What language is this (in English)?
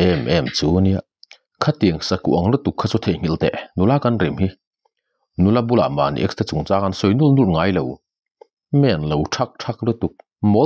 Mizo